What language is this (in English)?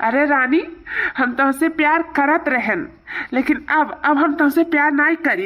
Awadhi